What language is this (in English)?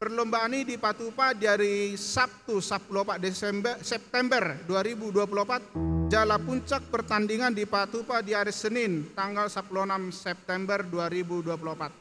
Batak Toba